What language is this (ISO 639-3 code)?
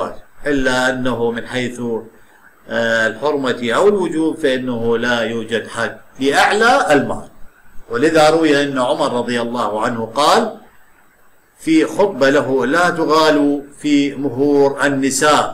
ara